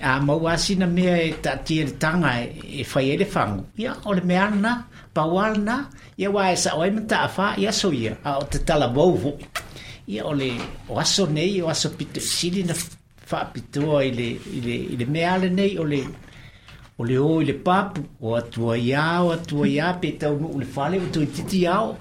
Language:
Samoan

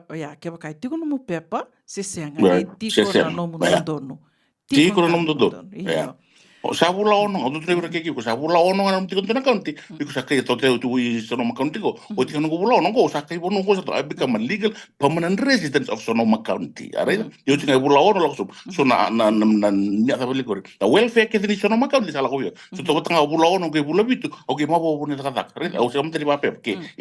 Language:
Fijian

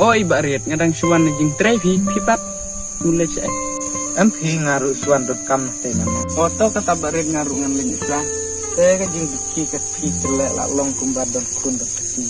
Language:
Khasi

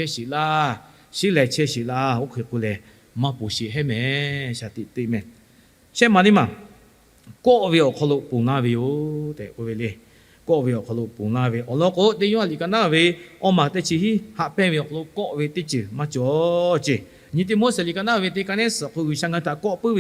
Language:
Lahu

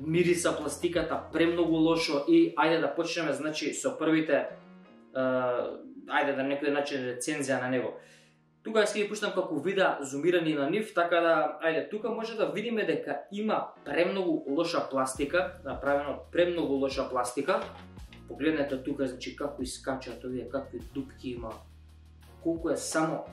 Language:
Macedonian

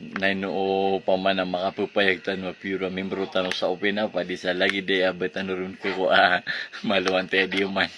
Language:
Maranao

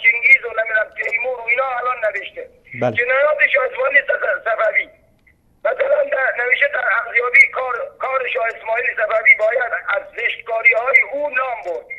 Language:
Persian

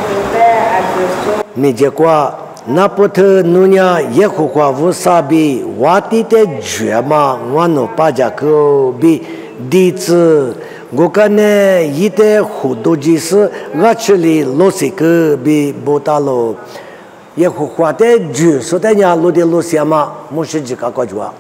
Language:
Lisu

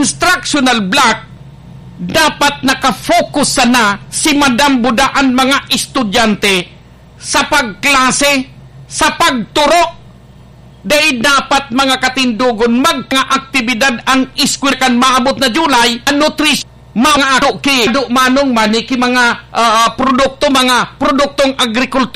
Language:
Bikol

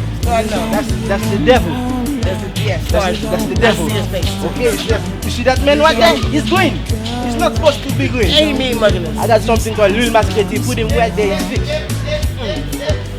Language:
Haitian Creole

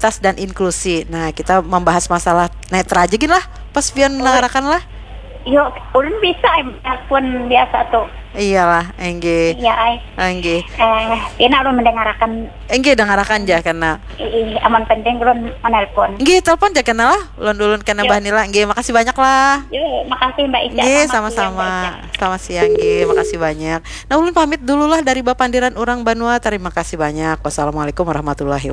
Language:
Banjar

